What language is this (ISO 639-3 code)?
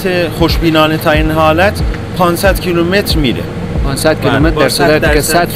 fas